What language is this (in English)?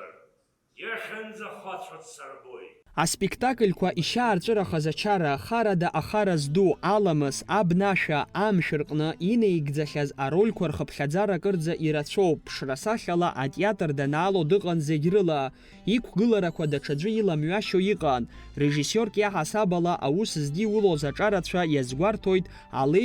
Abkhazian